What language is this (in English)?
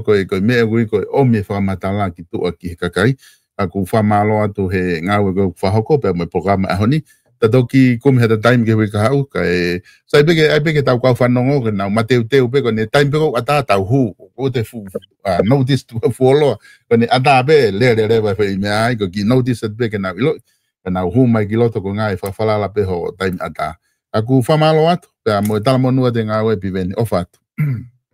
Tongan